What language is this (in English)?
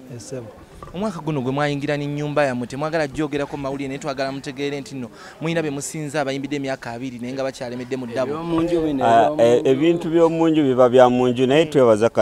Ganda